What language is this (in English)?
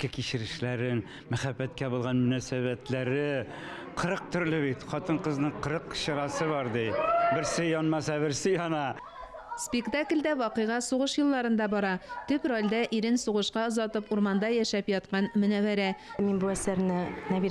Tatar